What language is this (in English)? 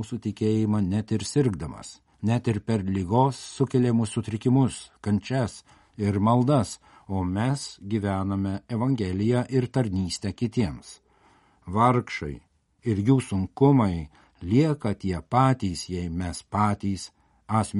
Lithuanian